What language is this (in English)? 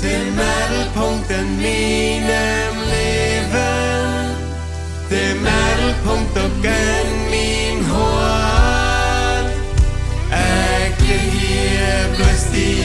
Plautdietsch